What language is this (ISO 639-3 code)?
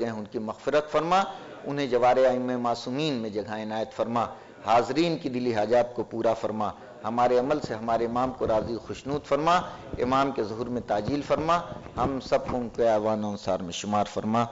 urd